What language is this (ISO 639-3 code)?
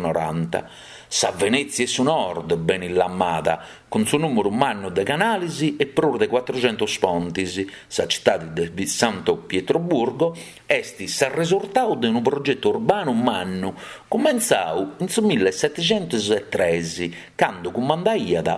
srd